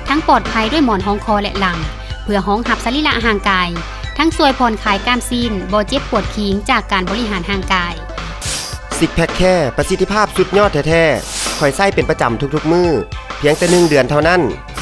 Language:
Lao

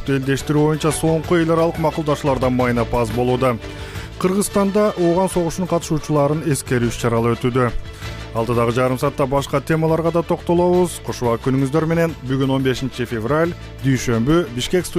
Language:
Kyrgyz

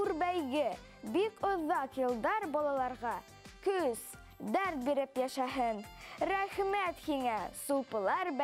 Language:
Bashkir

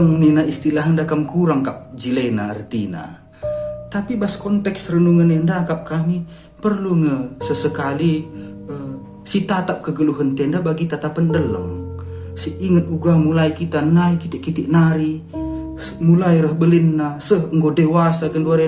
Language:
Batak Karo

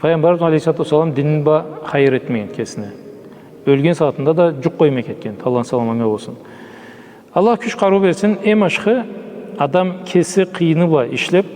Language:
Karachay-Balkar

